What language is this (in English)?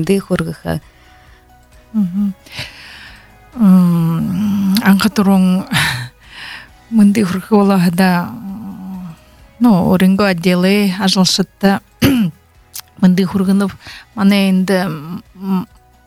Buriat